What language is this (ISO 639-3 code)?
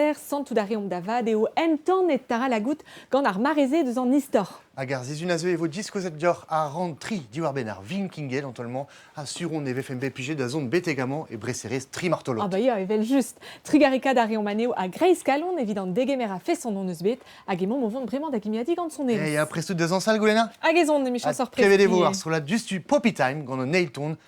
bre